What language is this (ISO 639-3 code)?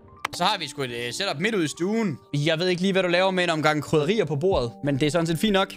dan